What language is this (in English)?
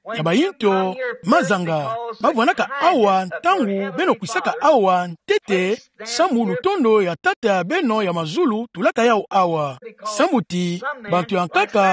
Kituba (Democratic Republic of Congo)